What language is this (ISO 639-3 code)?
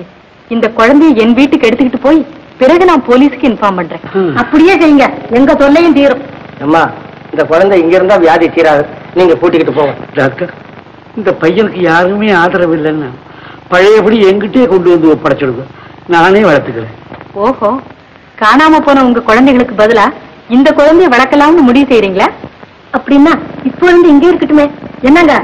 tam